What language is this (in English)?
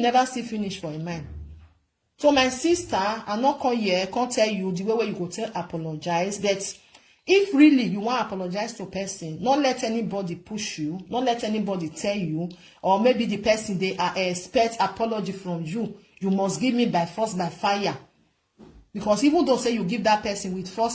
Nigerian Pidgin